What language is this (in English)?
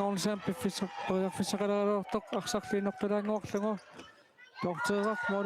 Kalaallisut